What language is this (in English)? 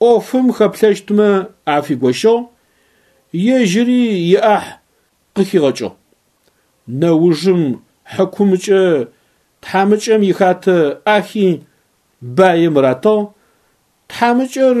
Adyghe